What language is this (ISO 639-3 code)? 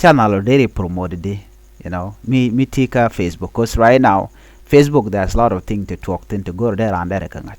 nus